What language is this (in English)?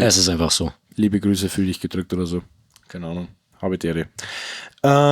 Bavarian